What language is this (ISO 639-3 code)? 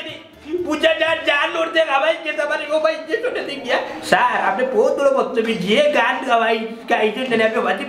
syl